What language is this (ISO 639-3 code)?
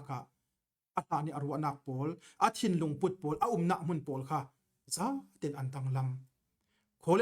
cfm